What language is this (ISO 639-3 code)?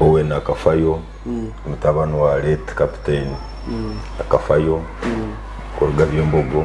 nyn